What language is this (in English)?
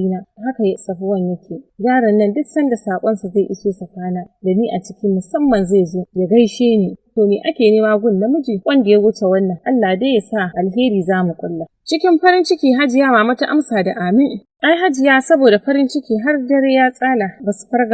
Hausa